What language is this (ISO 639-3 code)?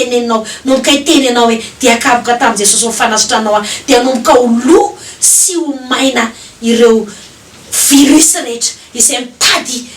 mlg